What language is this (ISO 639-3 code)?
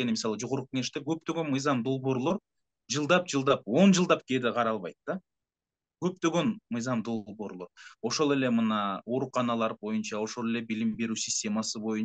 kir